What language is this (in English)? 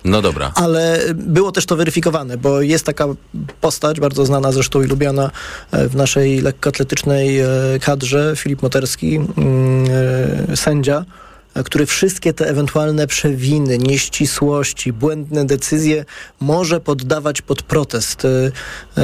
Polish